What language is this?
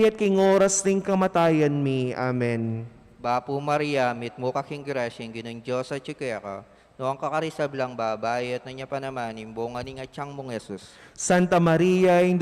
Pampanga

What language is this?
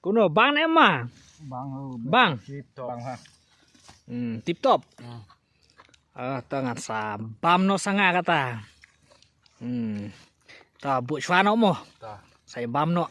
Khasi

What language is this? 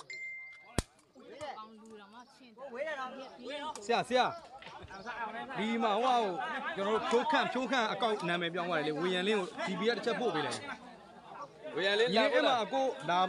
Burmese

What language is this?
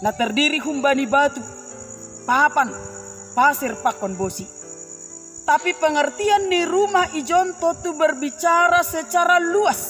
Batak Simalungun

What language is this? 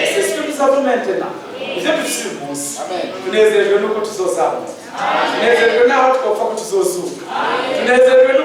Rundi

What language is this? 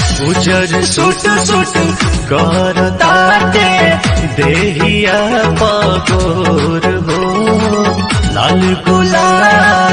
Bhojpuri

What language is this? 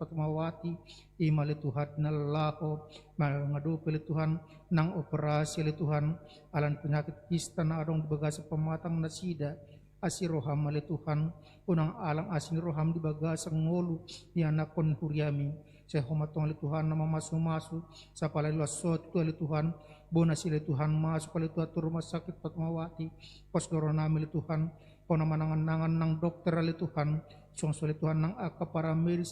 Batak Toba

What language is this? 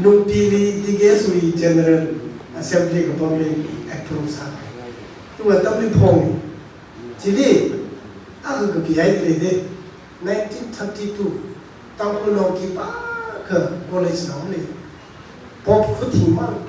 Tangkhul Naga (India)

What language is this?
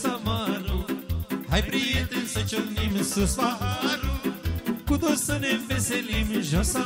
Romanian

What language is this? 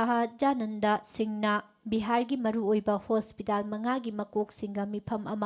Manipuri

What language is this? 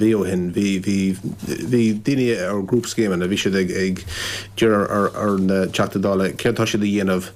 Irish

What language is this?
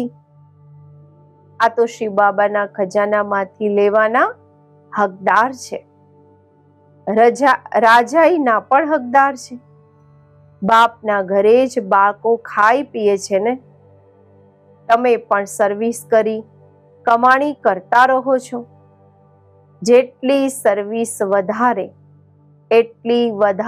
Gujarati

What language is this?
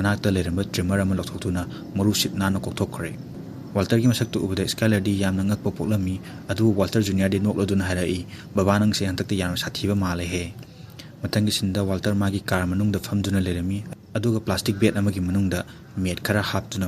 Manipuri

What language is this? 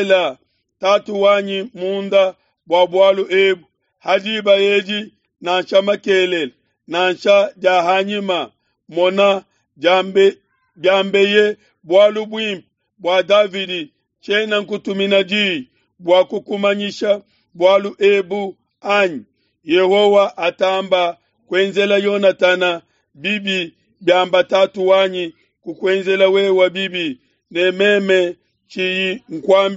Luba-Lulua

